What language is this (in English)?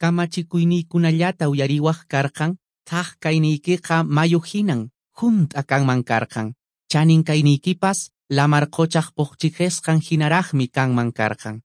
Quechua